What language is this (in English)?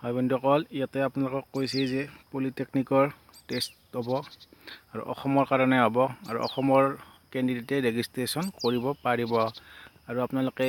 Assamese